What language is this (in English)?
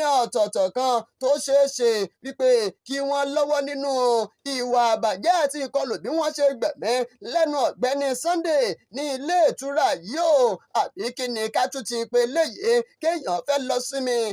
Yoruba